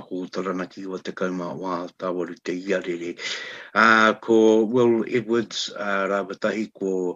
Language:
Māori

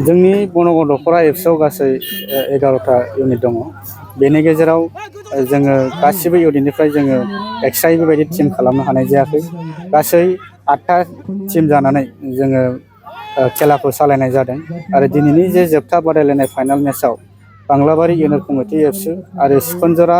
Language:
Bodo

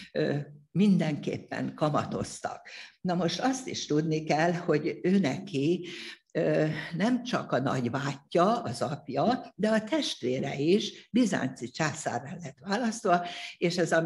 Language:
Hungarian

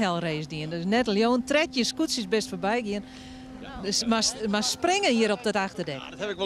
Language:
Western Frisian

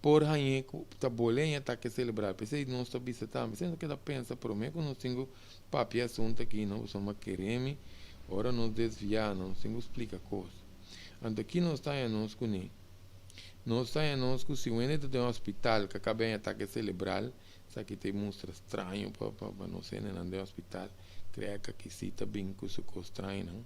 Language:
Papiamento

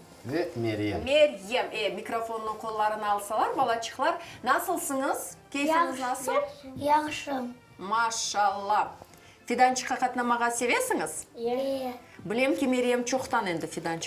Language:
Crimean Tatar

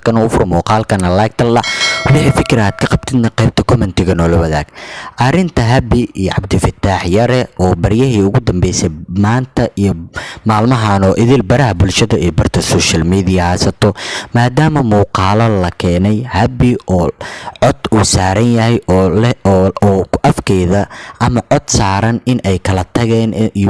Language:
Somali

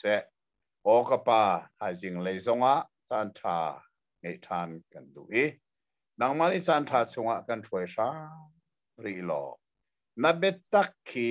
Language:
Hakha Chin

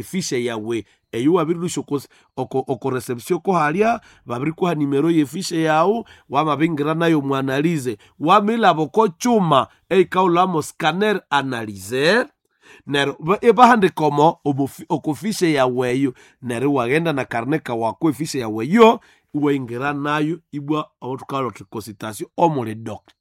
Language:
Nande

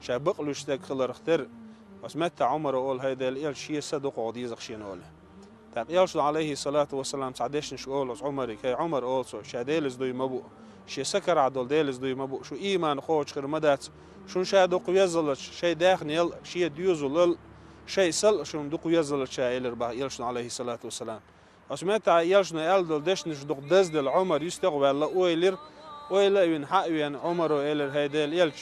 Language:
Chechen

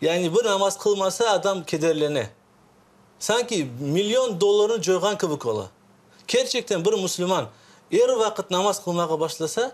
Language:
Crimean Tatar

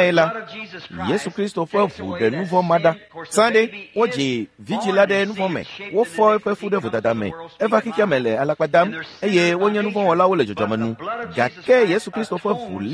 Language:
Ewe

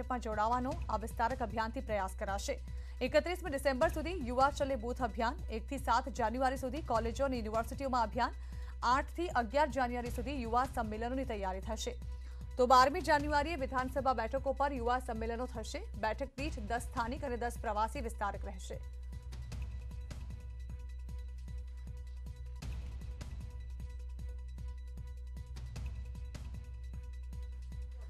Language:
Gujarati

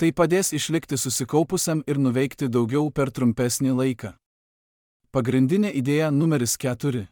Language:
Lithuanian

